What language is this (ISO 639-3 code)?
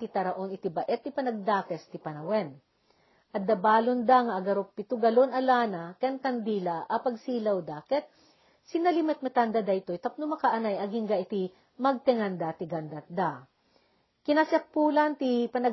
ilo